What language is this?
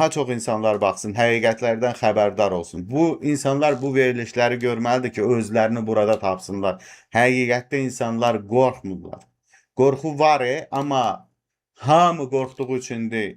Azerbaijani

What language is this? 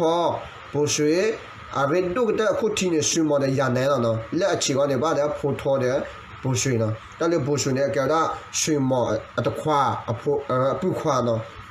S'gaw Karen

